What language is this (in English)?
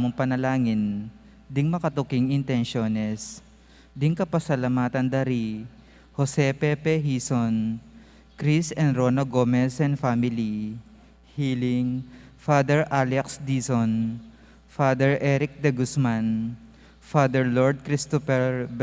Pampanga